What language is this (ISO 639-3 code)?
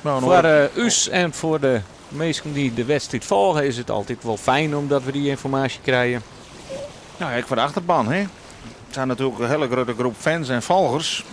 fry